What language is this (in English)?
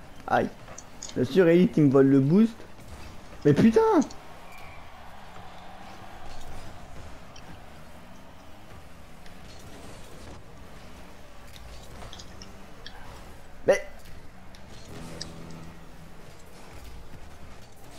French